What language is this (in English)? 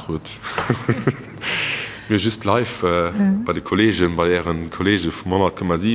Luxembourgish